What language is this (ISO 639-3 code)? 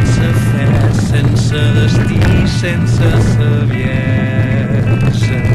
cat